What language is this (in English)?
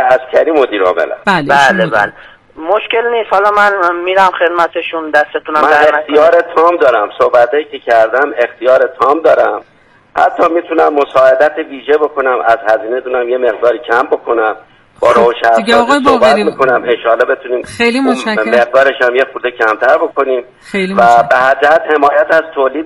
Persian